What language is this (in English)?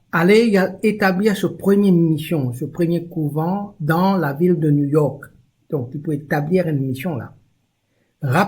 Morisyen